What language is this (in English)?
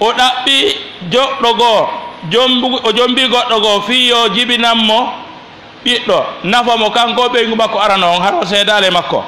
Fula